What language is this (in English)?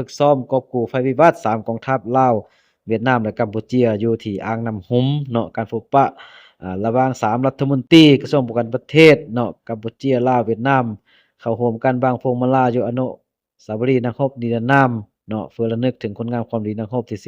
Lao